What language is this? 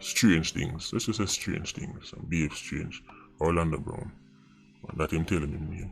Jamaican Creole English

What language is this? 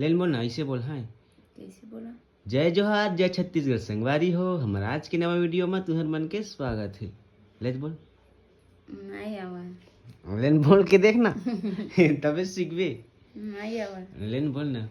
Chhattisgarhi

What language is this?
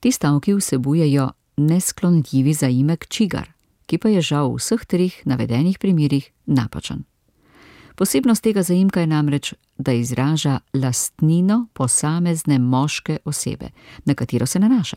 Slovenian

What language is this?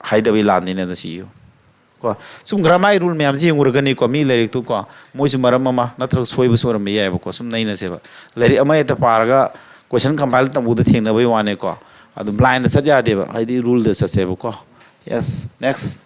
Manipuri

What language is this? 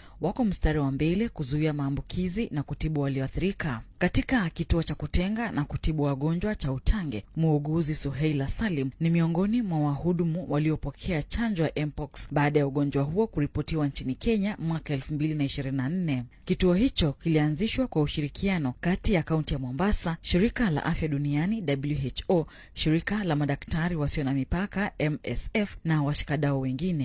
Swahili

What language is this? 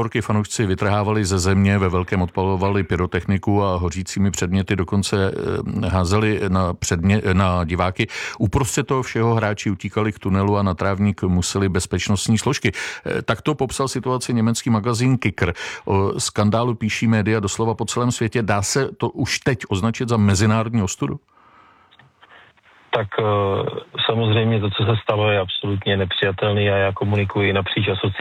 Czech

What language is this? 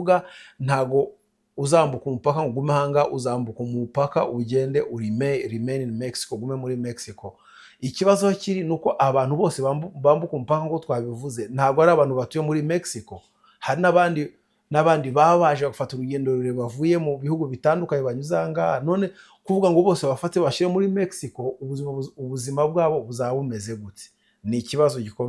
Kinyarwanda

